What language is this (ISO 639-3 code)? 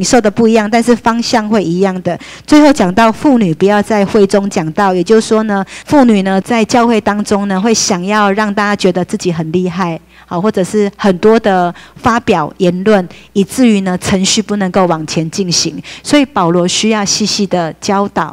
zho